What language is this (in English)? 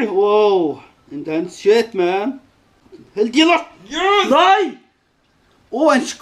Faroese